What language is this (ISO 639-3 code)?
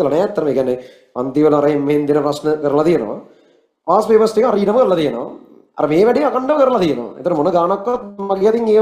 sin